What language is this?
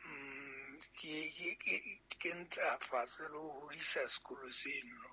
Southern Sotho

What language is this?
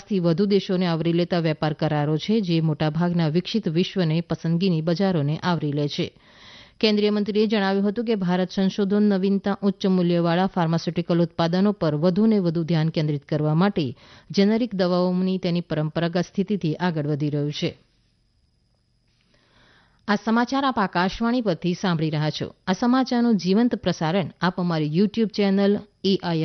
Gujarati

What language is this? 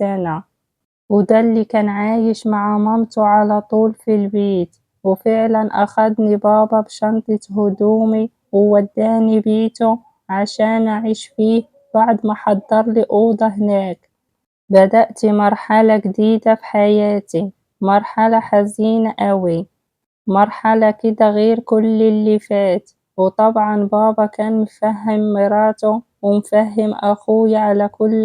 Egyptian Arabic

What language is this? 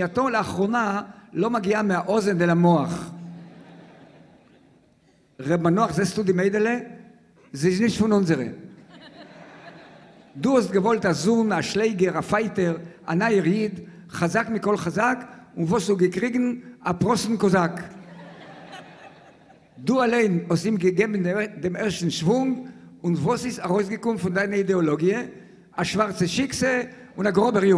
Hebrew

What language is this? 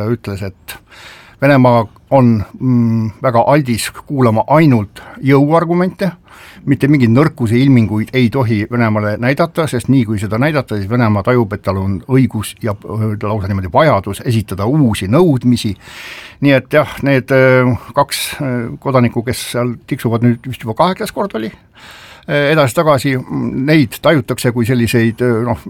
Estonian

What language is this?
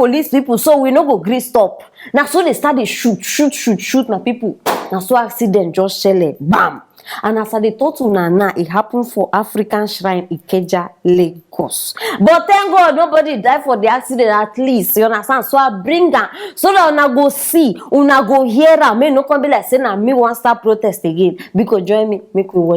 Nigerian Pidgin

